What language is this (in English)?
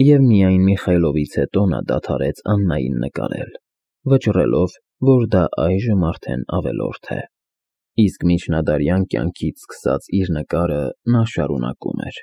Armenian